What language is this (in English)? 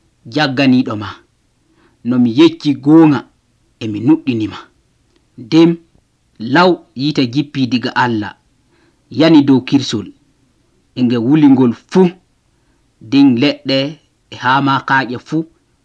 Nigerian Fulfulde